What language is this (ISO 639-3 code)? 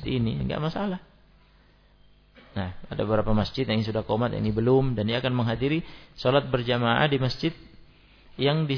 ind